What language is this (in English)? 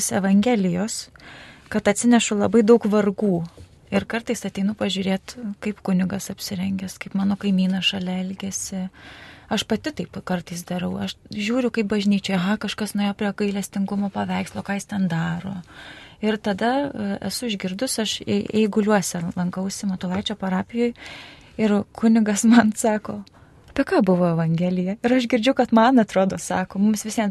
Lithuanian